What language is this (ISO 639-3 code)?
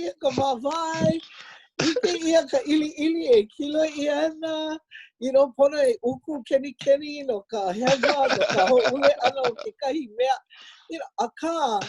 haw